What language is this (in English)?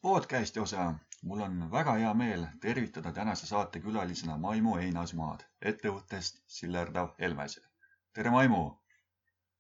Estonian